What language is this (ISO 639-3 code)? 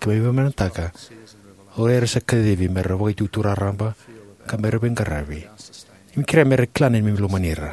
fij